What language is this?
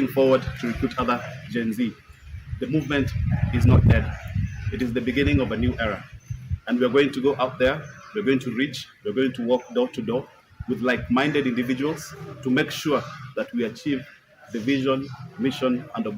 Kamba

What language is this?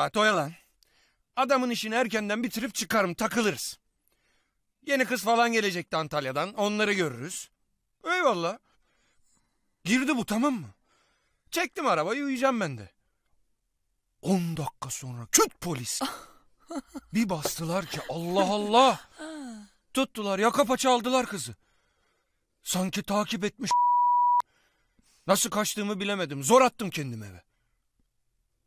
Turkish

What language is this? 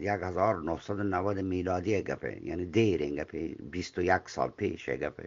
Eastern Balochi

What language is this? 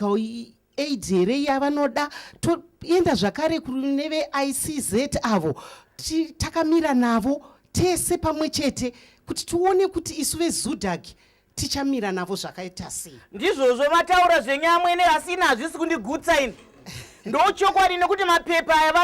Shona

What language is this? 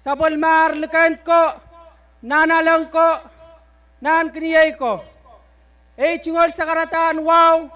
Pohnpeian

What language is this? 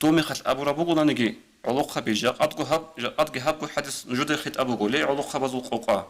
Avaric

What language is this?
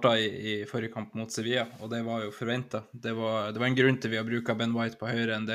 Norwegian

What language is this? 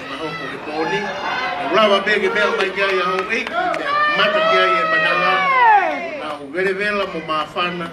Tongan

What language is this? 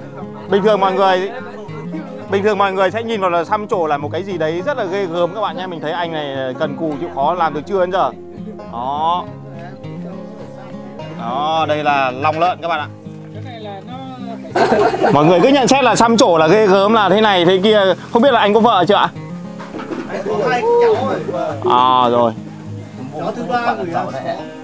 Vietnamese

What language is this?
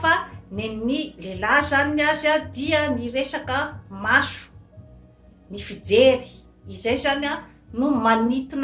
Malagasy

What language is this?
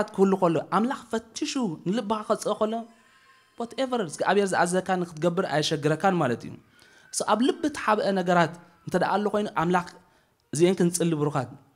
Tigrinya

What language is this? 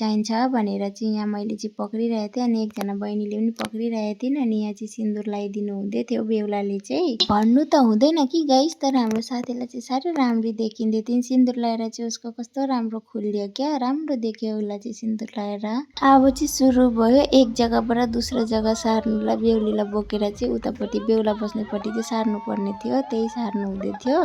Nepali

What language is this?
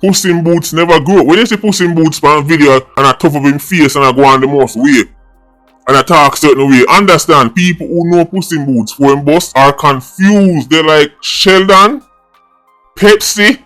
Jamaican Creole English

